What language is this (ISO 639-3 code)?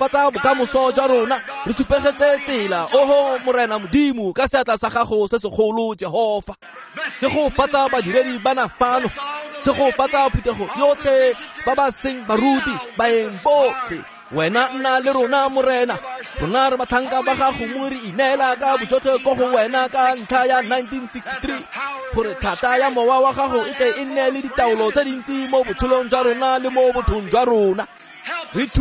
tsn